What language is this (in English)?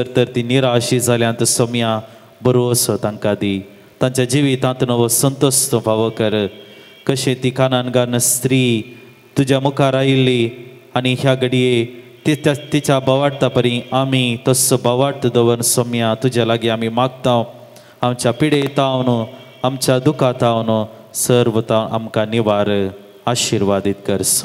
Konkani